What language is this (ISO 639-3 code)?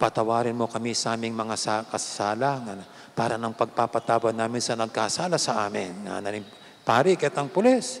pam